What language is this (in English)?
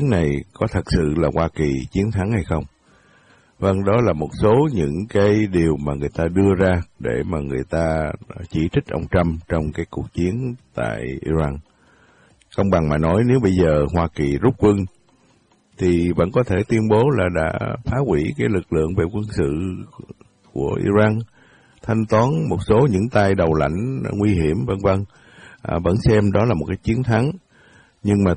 Vietnamese